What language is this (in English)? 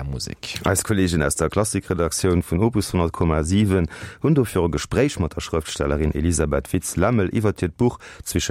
Luxembourgish